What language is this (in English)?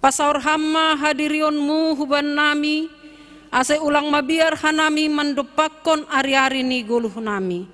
Batak Simalungun